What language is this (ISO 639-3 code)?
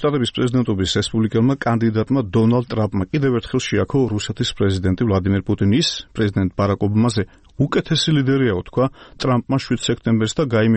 kat